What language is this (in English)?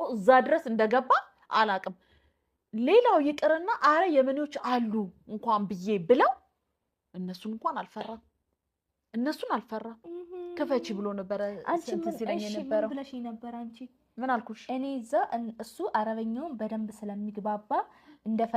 Amharic